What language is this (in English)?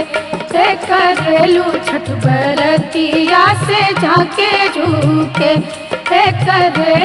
Bhojpuri